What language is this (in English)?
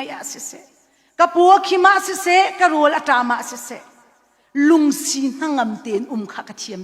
Hakha Chin